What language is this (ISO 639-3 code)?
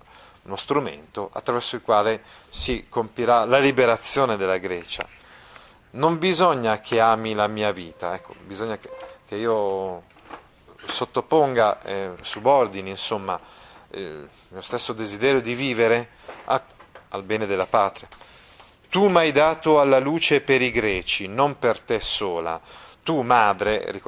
ita